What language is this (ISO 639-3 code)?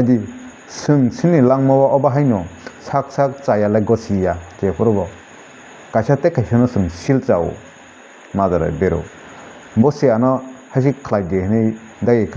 trp